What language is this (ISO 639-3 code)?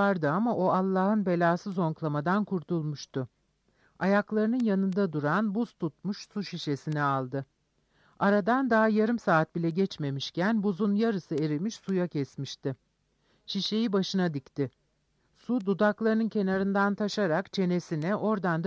tur